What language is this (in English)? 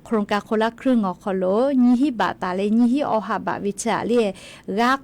Lahu